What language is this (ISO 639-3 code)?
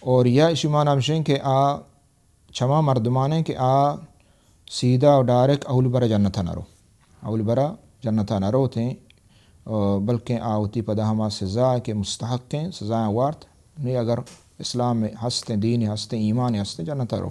bal